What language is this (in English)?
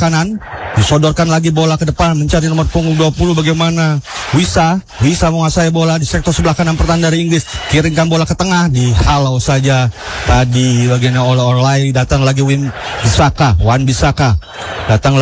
Indonesian